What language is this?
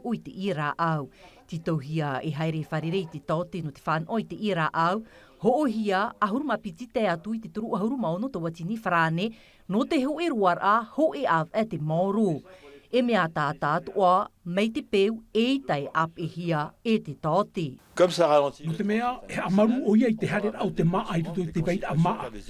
Tahitian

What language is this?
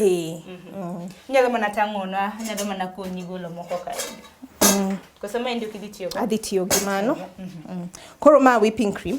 Luo (Kenya and Tanzania)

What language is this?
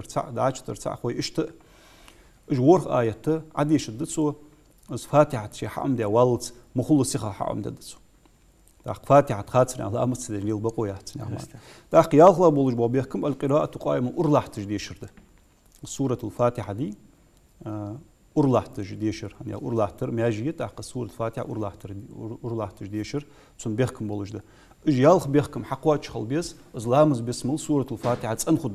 Ingush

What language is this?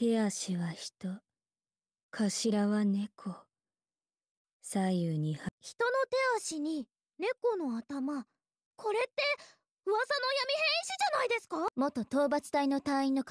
Japanese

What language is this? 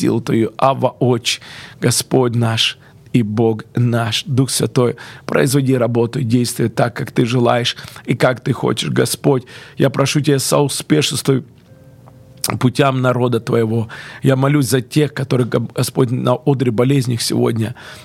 Russian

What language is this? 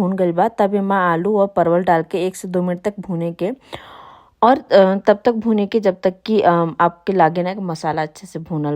Bhojpuri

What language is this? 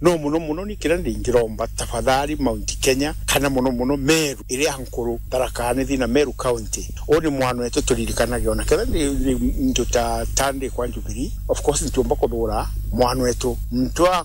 Meru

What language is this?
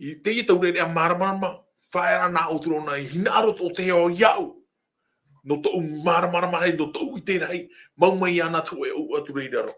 Tahitian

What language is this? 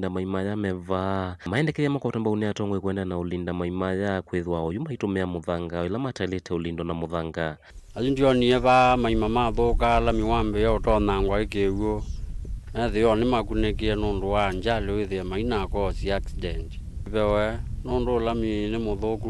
Kamba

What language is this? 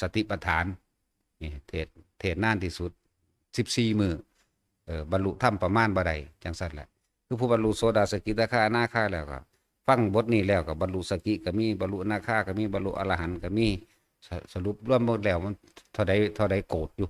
Northeastern Thai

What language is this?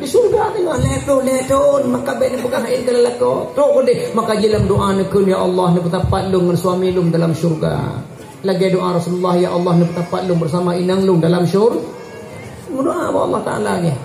Achinese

